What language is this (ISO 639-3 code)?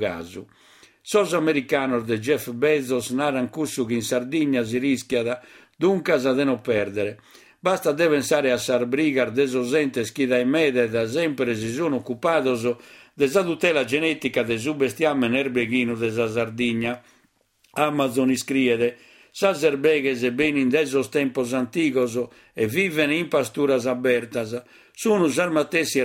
srd